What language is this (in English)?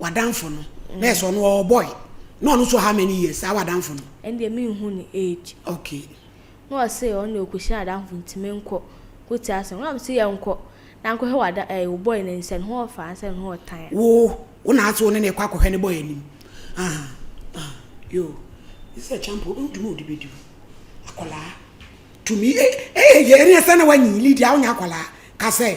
Akan